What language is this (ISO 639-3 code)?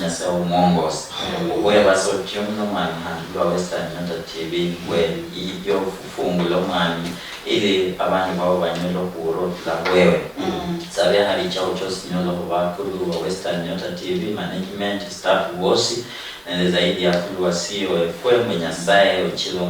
luy